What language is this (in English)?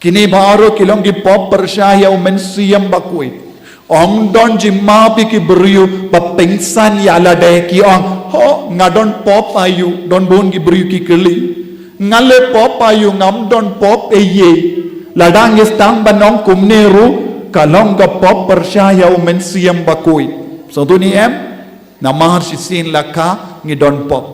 Khasi